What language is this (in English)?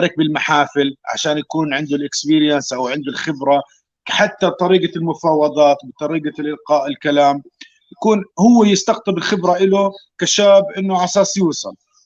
North Levantine Arabic